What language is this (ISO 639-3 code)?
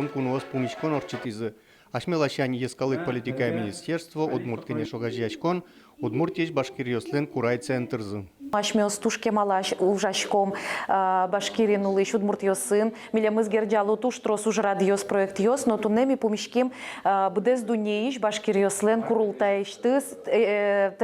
udm